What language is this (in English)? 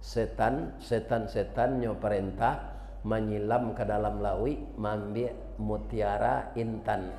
Minangkabau